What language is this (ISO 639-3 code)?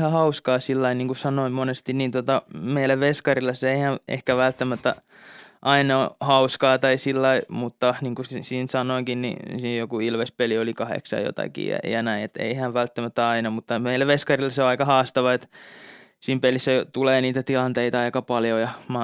fin